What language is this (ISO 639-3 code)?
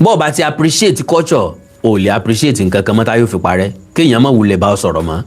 yor